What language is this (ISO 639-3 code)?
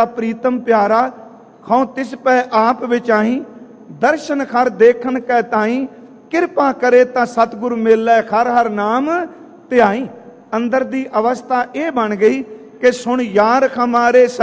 pan